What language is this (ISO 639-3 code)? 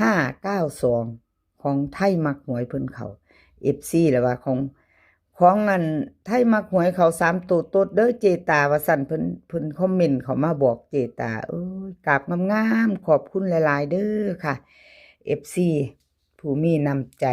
tts